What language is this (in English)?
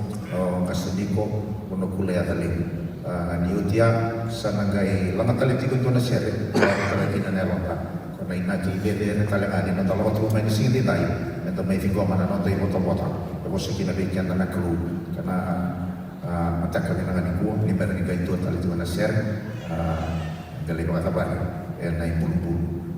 Fijian